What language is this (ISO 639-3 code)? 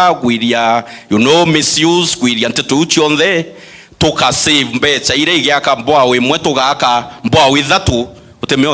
mer